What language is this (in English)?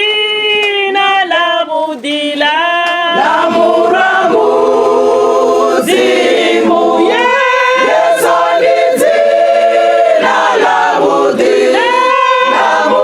Venda